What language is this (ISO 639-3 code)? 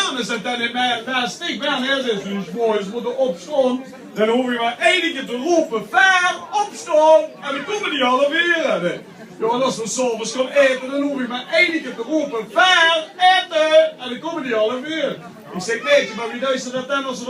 lim